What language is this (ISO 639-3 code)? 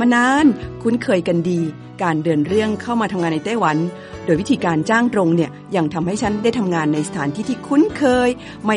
tha